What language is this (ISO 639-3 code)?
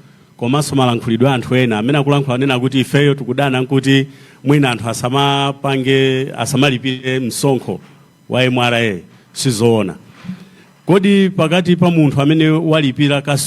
nya